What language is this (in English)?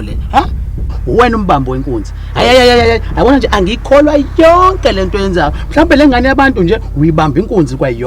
Zulu